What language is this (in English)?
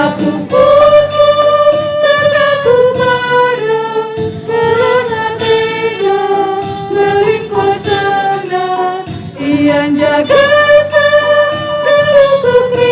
Batak Karo